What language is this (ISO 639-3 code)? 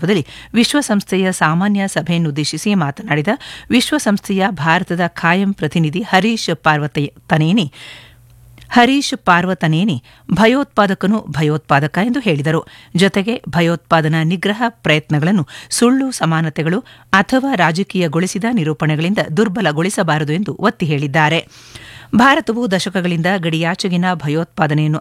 kan